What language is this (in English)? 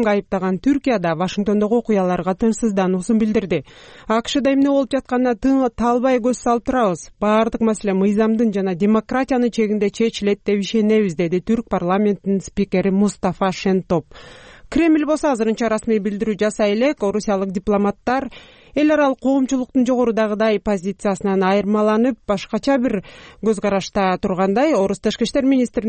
Kyrgyz